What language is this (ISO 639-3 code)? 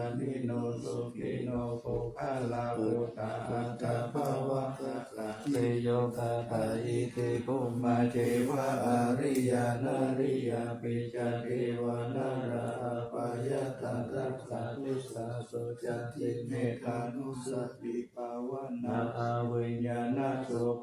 pli